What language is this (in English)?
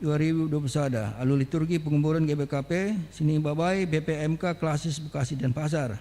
Batak Karo